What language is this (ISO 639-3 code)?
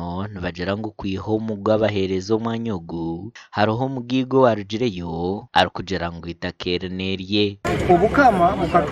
nyn